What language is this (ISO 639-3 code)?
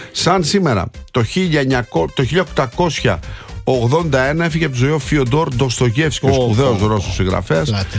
ell